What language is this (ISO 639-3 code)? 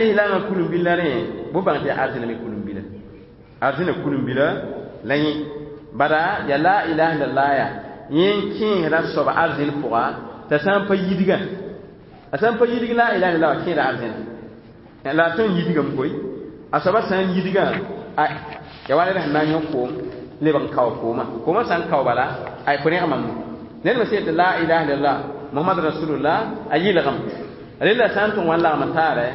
mos